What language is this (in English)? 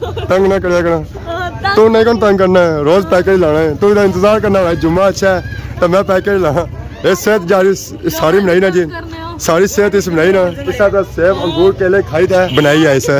Pahari-Potwari